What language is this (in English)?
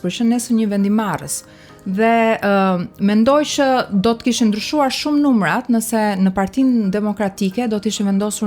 Albanian